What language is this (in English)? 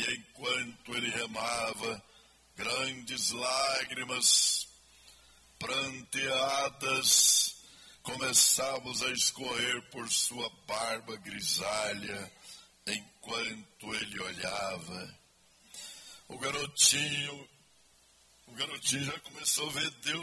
Portuguese